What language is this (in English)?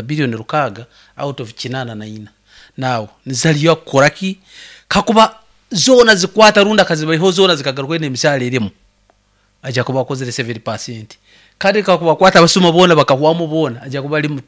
Nyoro